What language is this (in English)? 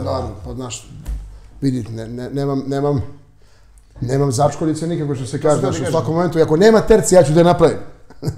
Serbian